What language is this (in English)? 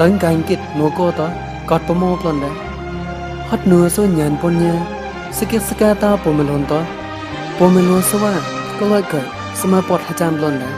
Mon